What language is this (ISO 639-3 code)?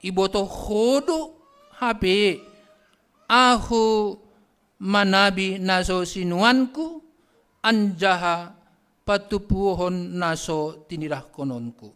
bts